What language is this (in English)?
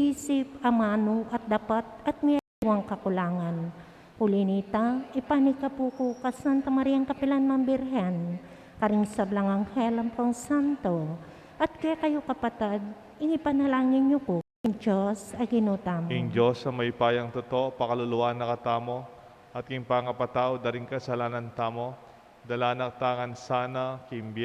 Pampanga